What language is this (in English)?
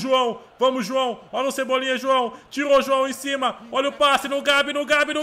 Portuguese